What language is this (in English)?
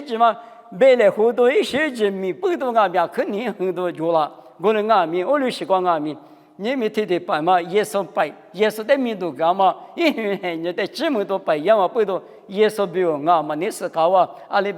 Lisu